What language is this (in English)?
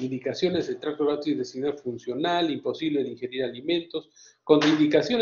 Spanish